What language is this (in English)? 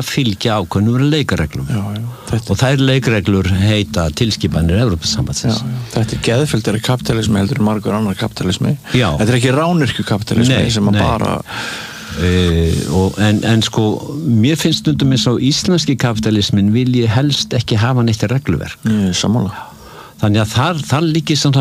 Icelandic